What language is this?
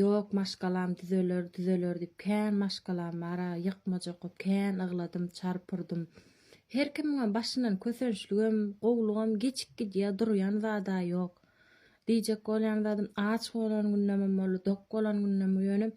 Turkmen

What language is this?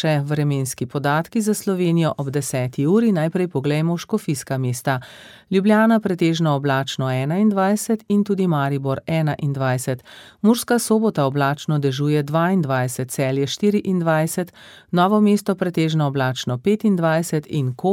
Slovenian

